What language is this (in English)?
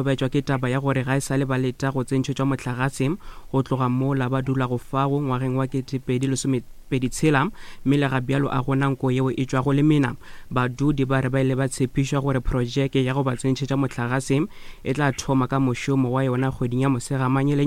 Northern Sotho